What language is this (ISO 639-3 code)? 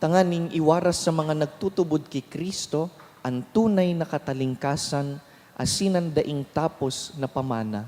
bik